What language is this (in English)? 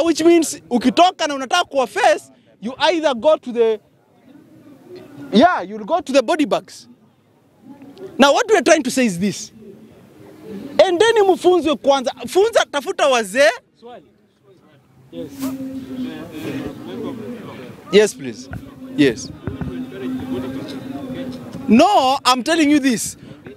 Swahili